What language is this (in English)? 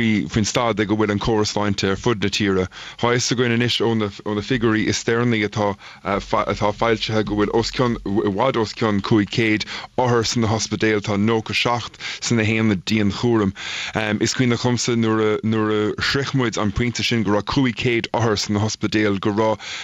Irish